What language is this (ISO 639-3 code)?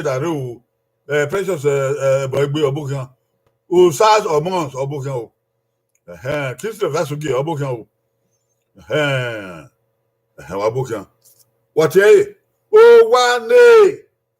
bin